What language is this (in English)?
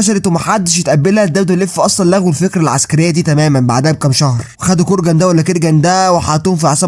Egyptian Arabic